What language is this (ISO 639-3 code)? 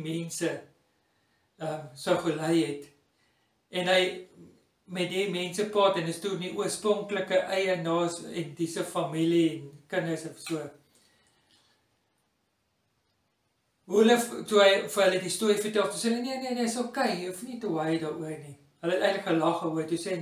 afr